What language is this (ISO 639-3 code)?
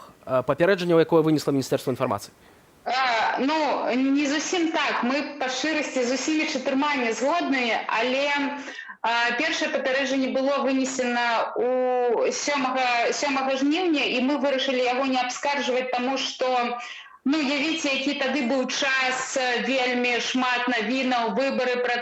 bel